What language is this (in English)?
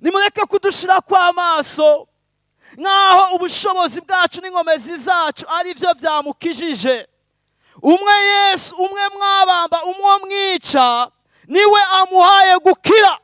Rundi